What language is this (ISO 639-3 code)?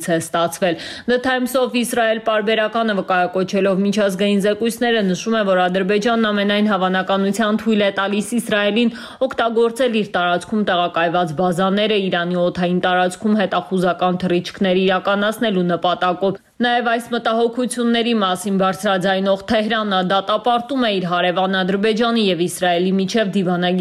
hye